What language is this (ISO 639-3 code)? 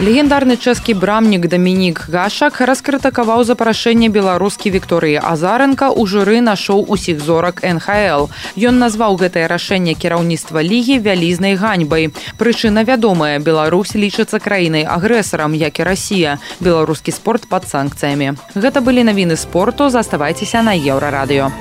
bel